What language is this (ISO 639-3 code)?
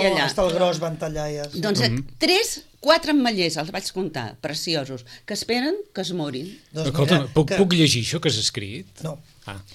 cat